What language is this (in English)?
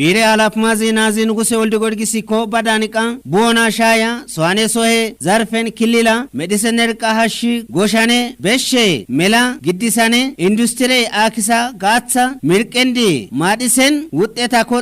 Kafa